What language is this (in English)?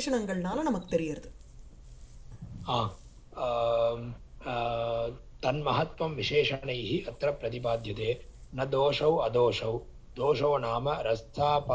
Tamil